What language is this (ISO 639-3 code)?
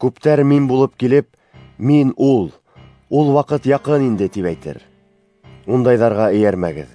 bak